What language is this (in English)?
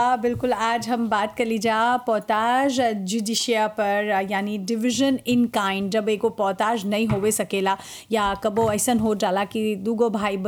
Bhojpuri